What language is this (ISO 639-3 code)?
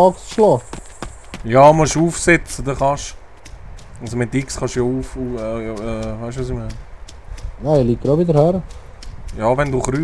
gsw